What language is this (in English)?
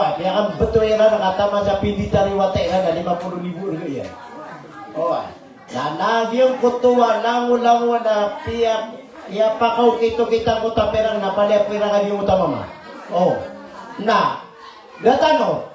Maranao